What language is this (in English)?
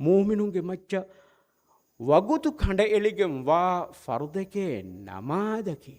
Divehi